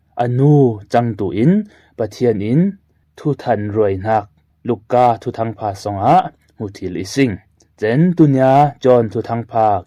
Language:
Falam Chin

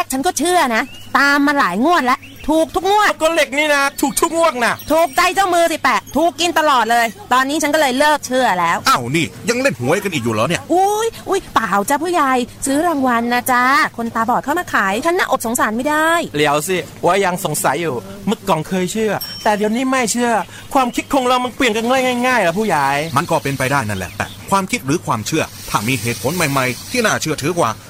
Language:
Thai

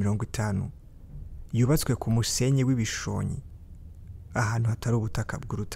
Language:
Kinyarwanda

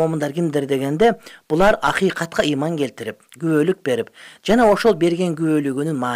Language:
Kyrgyz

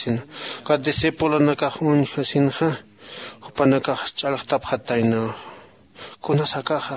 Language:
Aymara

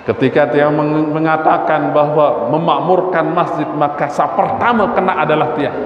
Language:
Sasak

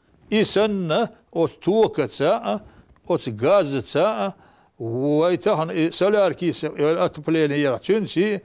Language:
Chechen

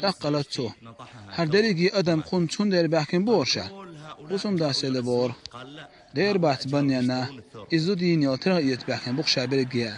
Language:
Chechen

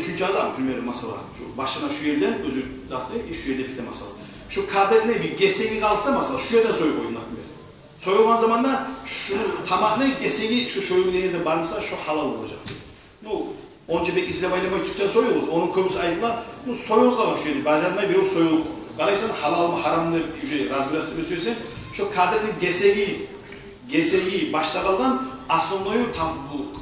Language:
Kumyk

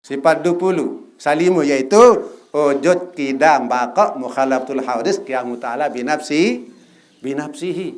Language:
Sasak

